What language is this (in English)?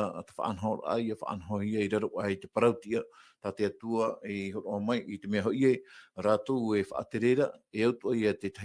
Tahitian